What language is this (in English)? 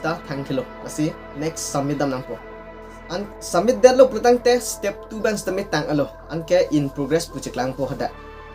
Karbi